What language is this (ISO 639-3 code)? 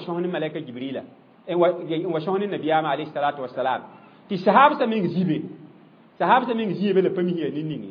mos